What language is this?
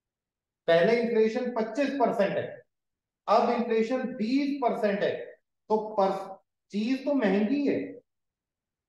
Hindi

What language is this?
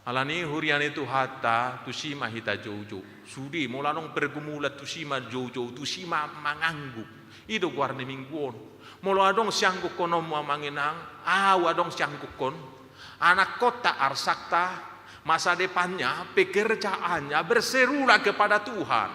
Batak Toba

